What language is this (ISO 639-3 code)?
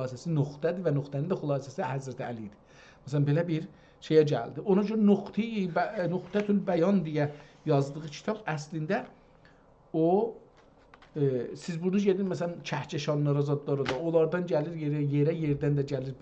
azb